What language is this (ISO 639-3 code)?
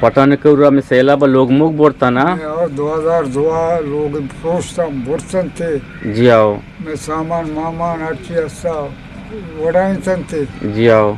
bgp